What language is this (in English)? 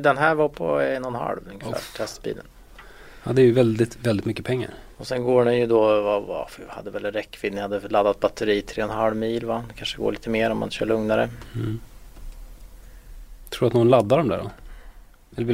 Swedish